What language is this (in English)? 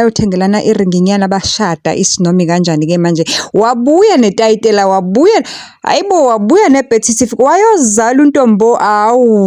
Zulu